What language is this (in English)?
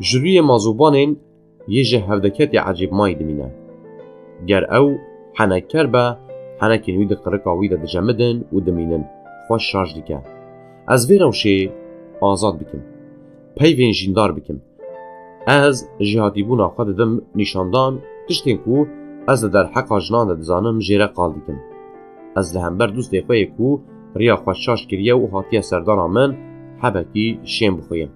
Kurdish